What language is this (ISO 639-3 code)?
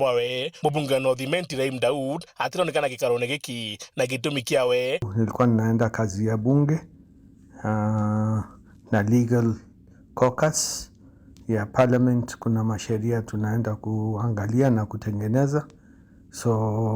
mer